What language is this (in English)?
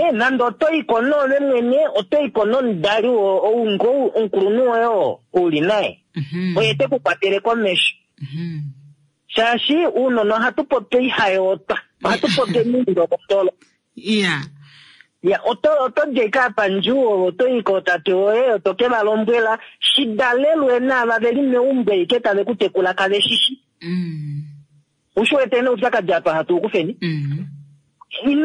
Kuanyama